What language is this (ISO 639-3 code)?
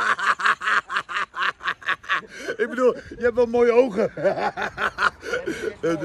nld